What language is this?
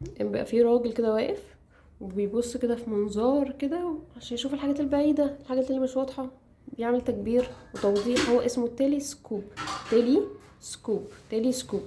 Egyptian Arabic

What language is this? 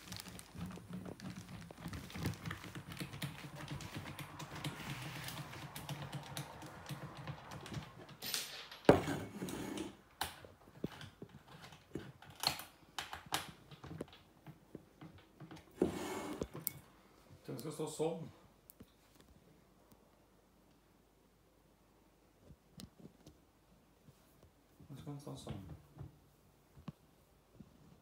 Norwegian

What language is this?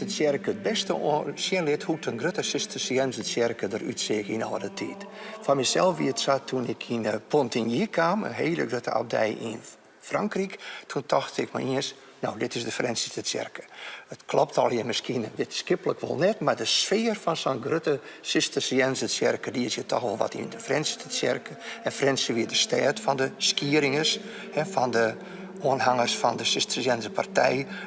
Western Frisian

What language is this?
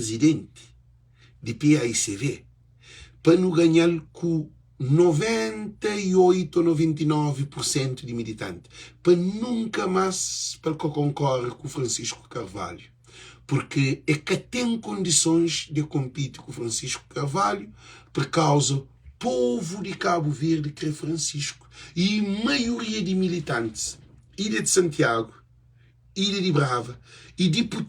Kabuverdianu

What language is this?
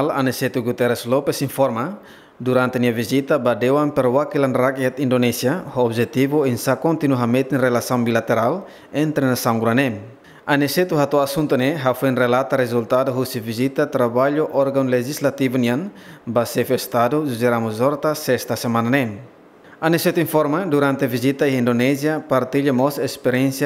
Tetum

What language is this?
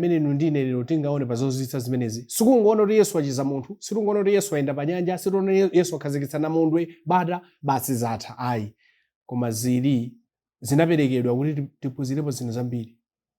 Nyanja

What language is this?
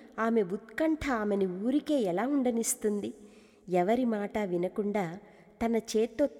Telugu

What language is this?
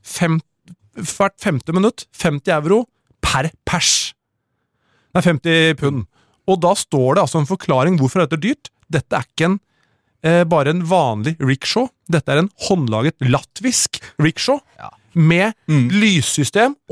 Norwegian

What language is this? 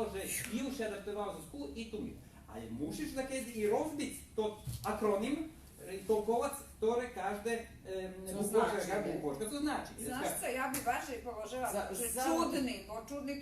Rusyn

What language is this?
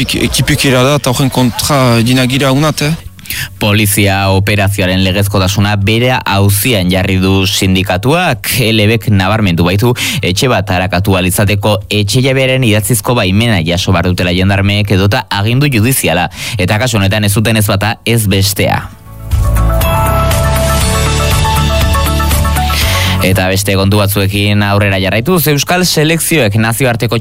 Basque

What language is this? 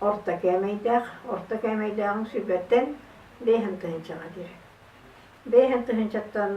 Yakut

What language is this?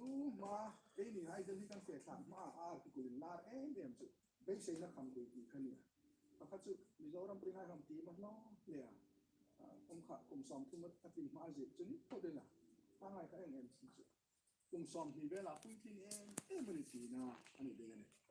Hmar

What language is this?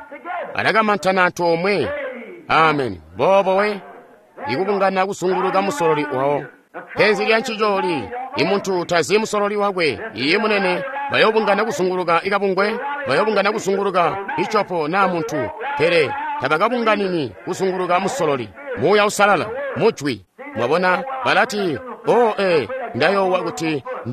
Tonga (Zambia)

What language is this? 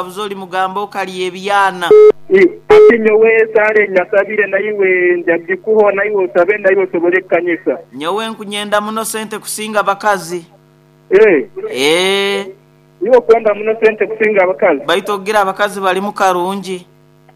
Nyoro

